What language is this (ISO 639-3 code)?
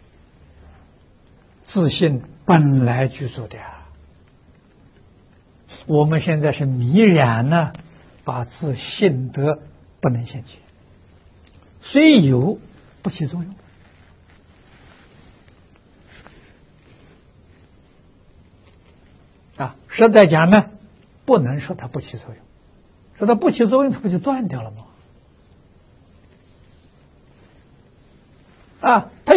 zho